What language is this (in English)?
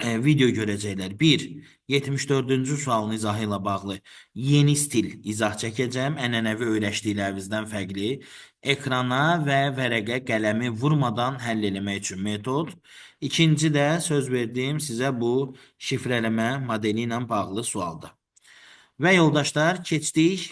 Azerbaijani